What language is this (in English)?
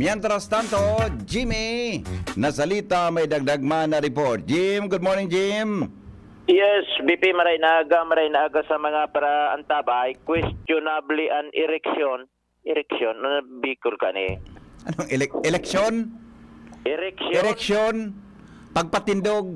Bikol